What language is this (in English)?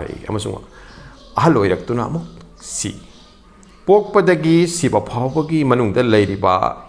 Manipuri